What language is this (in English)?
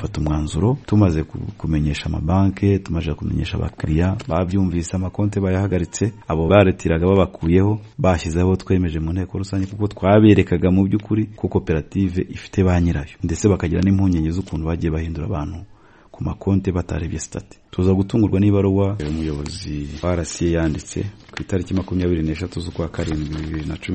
Kinyarwanda